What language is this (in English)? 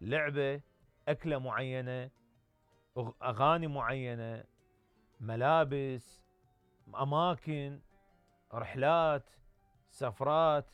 Mesopotamian Arabic